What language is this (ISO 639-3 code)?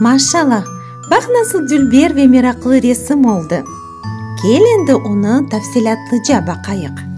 crh